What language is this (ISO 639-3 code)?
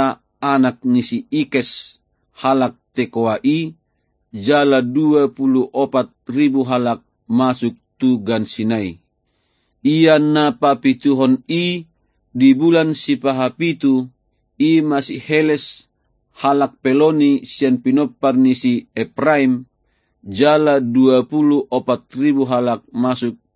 bbc